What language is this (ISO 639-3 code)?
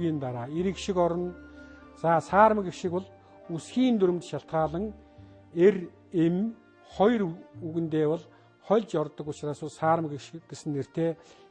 mon